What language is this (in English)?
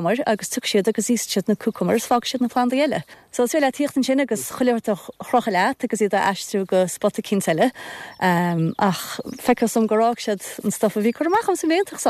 Irish